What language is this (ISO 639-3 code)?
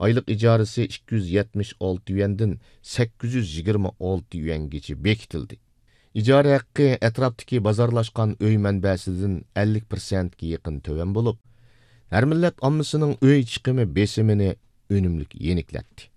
uig